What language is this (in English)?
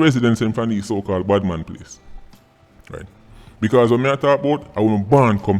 Jamaican Creole English